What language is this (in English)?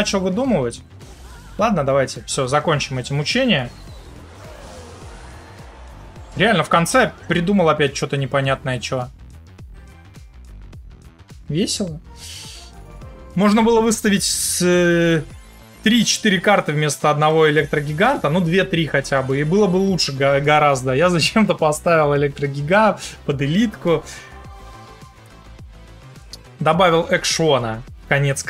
Russian